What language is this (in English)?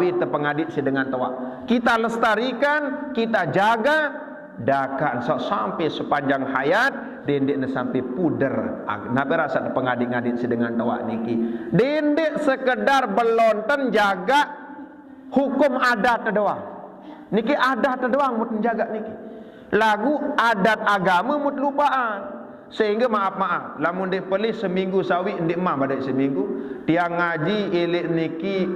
Sasak